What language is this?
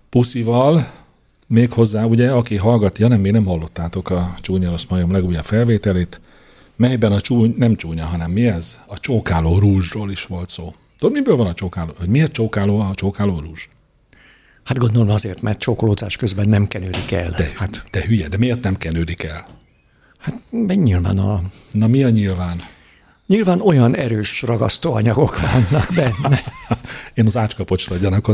Hungarian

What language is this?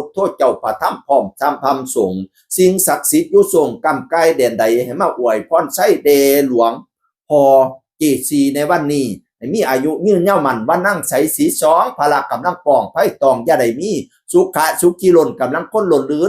Lao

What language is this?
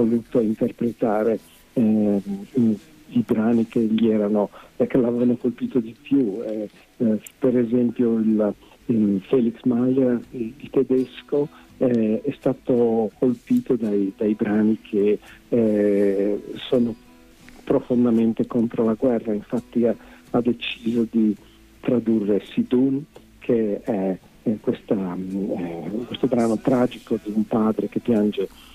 Italian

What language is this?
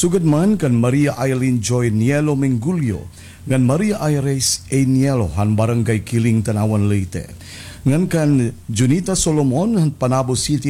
Waray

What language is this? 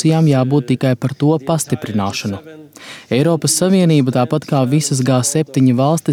Latvian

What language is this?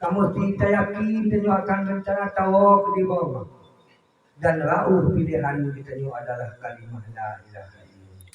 Achinese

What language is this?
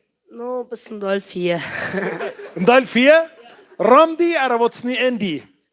Plautdietsch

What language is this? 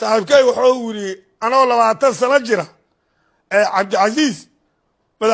Somali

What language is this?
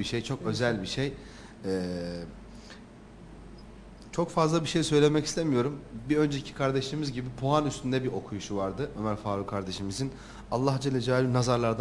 Turkish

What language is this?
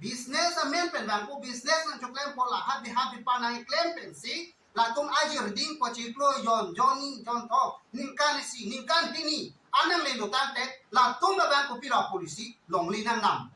Karbi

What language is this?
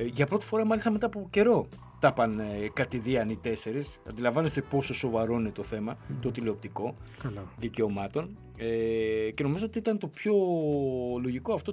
Greek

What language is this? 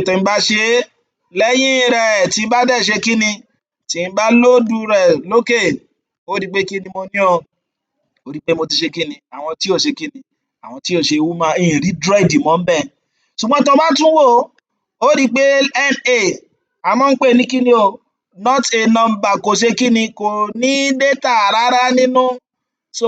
Yoruba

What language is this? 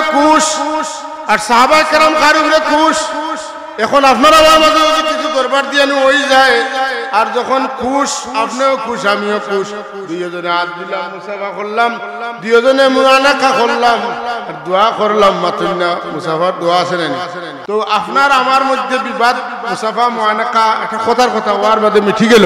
Sylheti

